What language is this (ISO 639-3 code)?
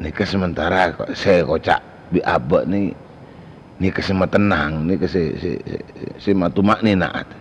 mad